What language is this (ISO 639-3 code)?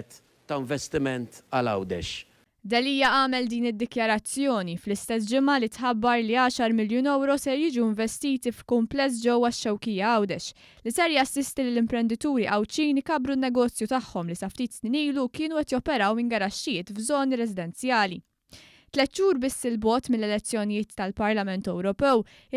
mlt